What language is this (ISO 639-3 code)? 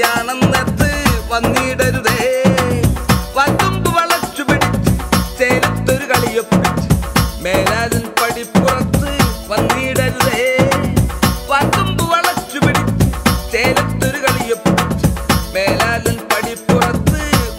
mal